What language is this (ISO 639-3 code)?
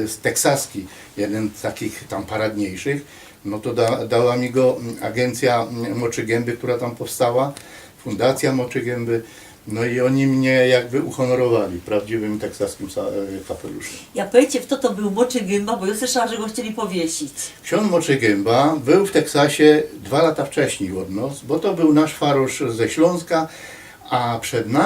szl